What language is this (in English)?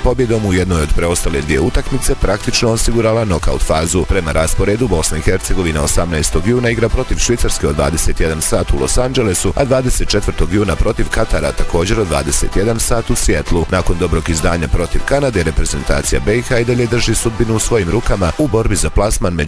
Bosnian